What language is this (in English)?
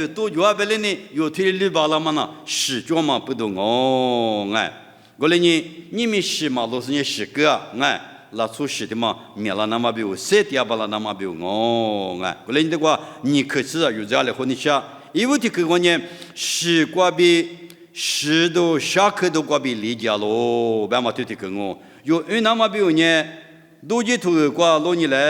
Lisu